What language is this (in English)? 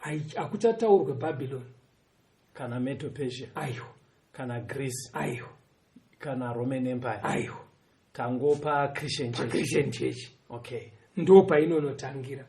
Shona